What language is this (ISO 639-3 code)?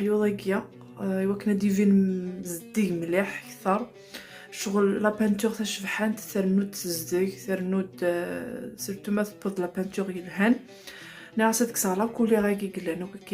kab